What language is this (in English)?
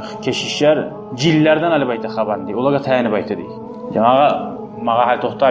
Kumyk